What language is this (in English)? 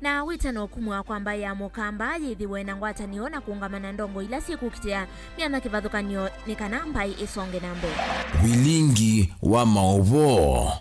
Kamba